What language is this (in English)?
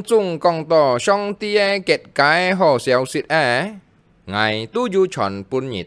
Hakka Chinese